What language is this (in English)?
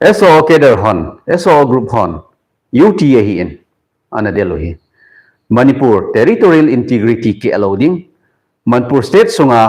Thado Chin